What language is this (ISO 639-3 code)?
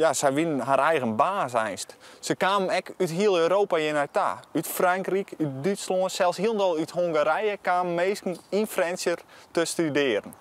fry